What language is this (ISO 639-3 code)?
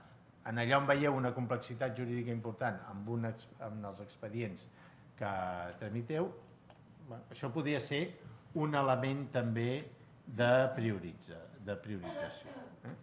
cat